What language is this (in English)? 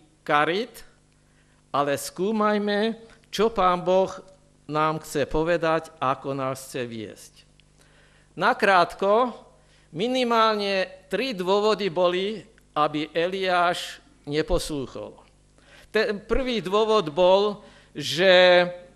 Slovak